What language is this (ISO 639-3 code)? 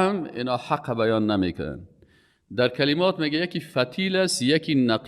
fas